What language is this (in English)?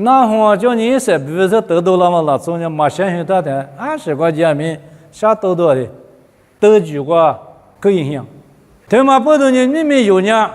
Lisu